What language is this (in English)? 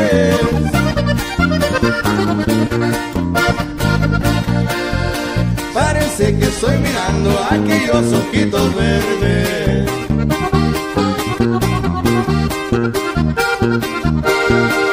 Spanish